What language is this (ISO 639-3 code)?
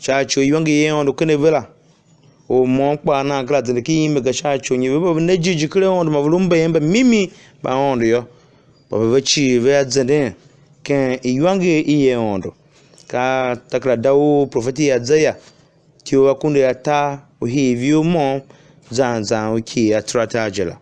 tiv